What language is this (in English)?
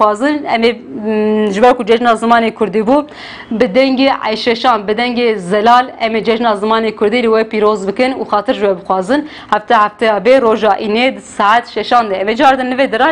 Kurdish